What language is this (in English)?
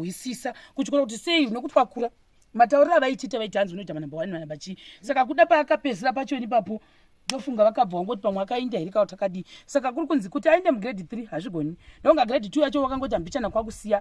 Shona